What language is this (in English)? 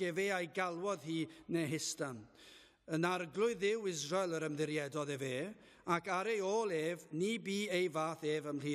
Welsh